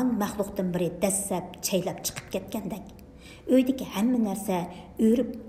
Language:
Uyghur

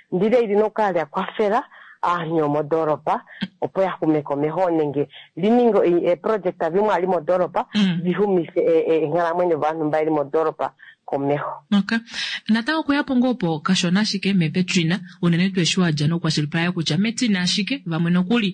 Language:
Kuanyama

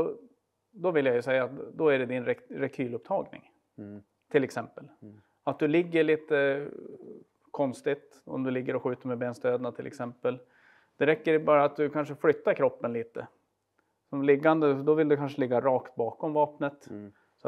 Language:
Swedish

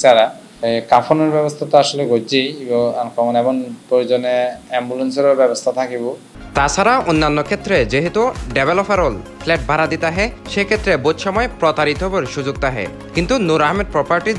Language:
Bangla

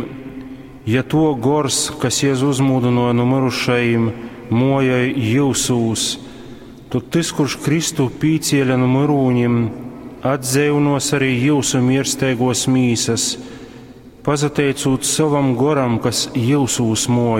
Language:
Latgalian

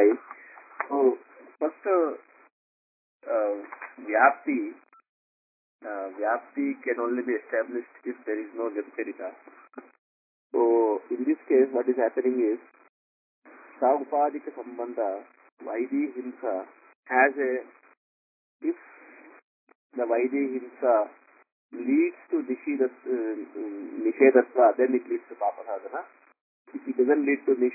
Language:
Kannada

